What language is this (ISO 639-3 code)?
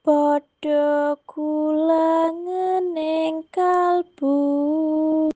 jav